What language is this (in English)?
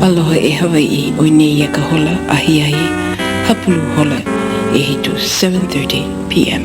Hawaiian